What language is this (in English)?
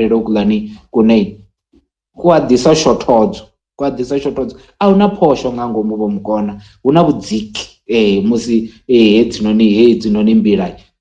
Venda